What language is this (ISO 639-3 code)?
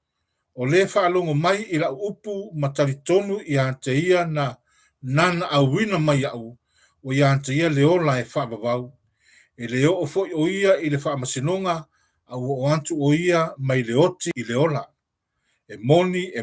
smo